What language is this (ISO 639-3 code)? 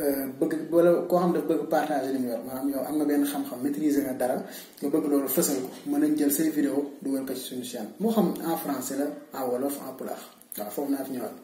wol